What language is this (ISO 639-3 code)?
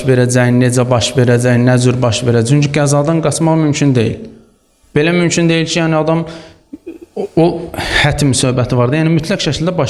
aze